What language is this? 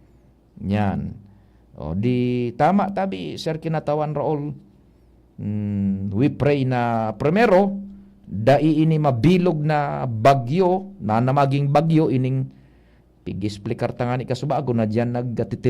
Bikol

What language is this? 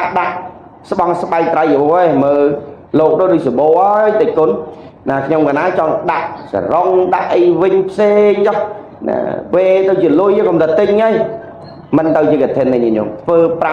Khmer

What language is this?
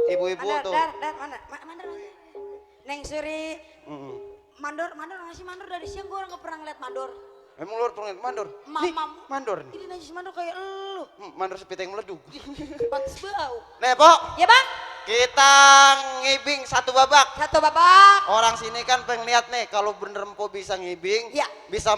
Betawi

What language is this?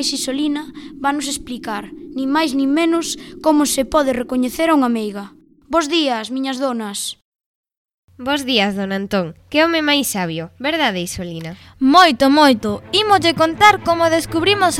Galician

